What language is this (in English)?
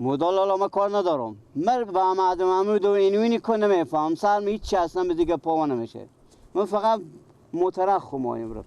Persian